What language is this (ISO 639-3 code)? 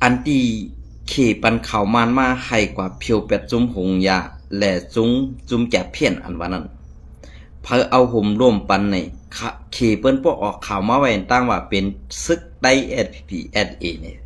shn